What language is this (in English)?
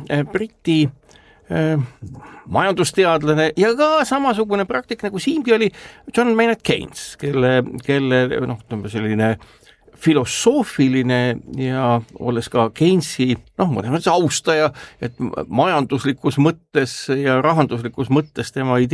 Estonian